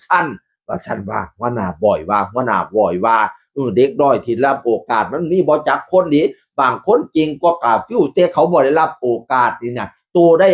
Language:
Northeastern Thai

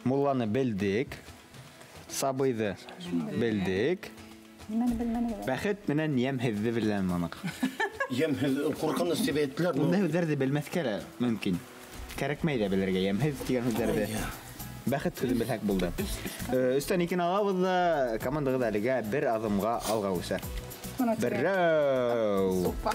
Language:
Bashkir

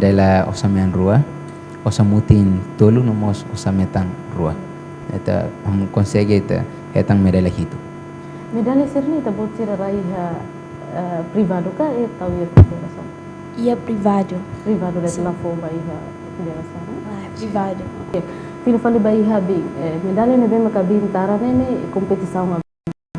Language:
Tetum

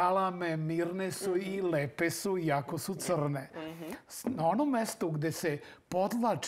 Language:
Serbian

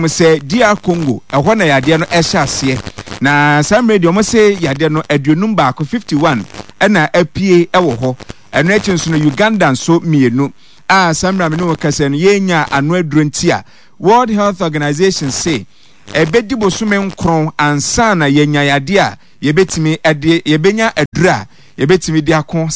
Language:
Akan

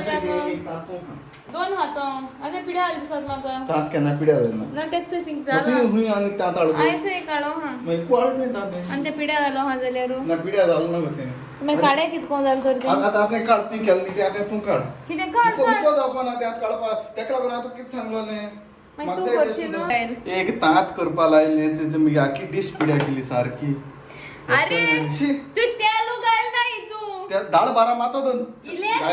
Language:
Konkani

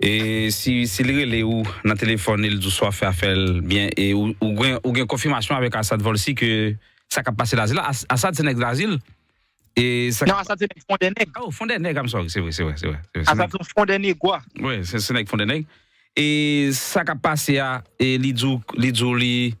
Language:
Haitian Creole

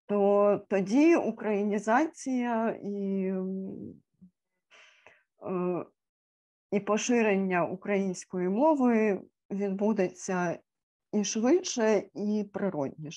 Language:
Ukrainian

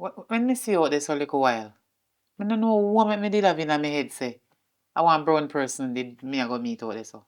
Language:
Jamaican Creole English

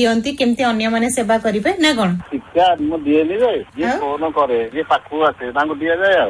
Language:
Odia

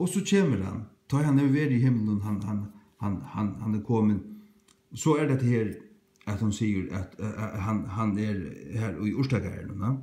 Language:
Faroese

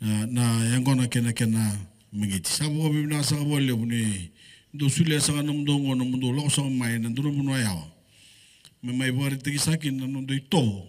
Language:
Fijian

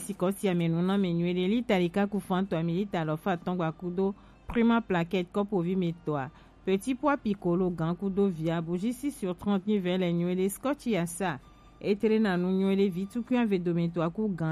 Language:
Gen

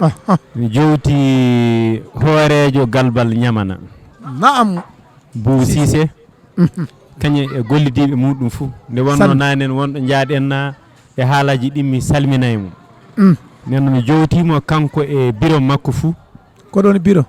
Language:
Fula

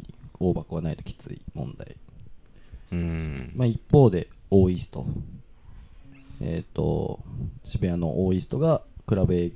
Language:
Japanese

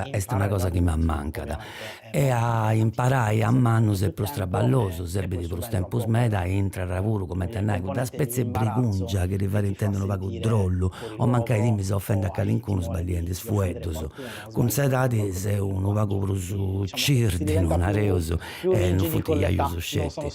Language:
Sardinian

